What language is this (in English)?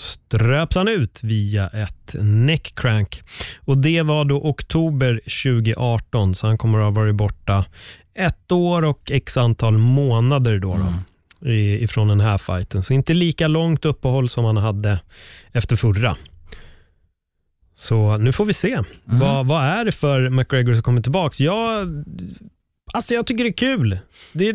Swedish